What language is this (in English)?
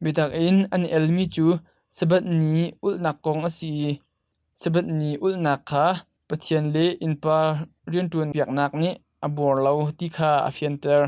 Hakha Chin